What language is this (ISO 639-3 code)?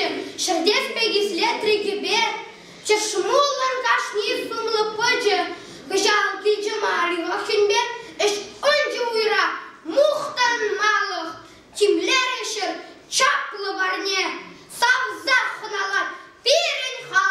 chv